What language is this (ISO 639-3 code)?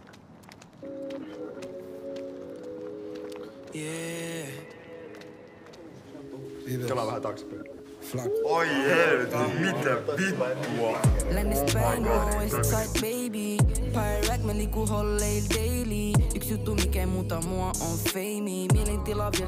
fin